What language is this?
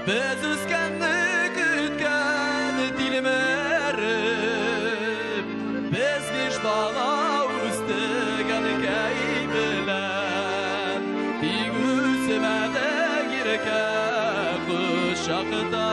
Tatar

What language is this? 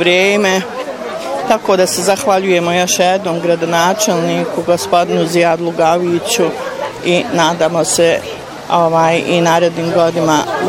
Bosnian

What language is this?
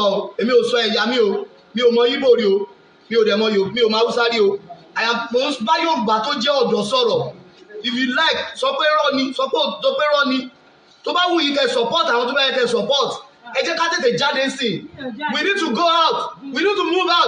Yoruba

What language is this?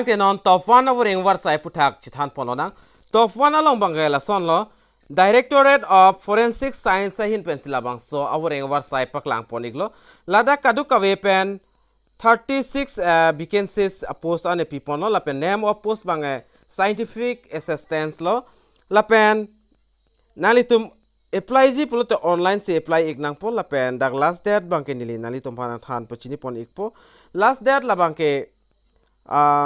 Karbi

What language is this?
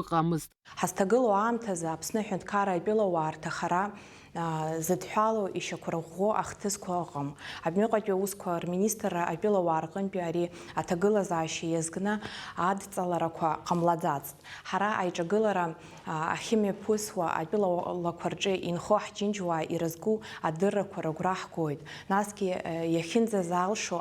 Abkhazian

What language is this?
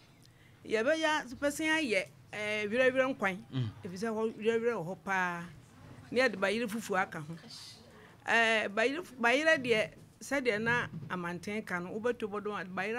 Akan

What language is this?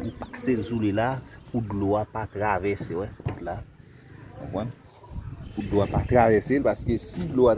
Haitian Creole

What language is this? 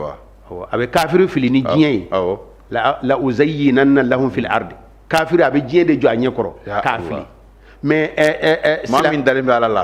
Bambara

